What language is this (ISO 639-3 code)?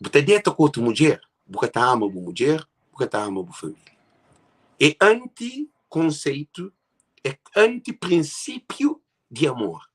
kea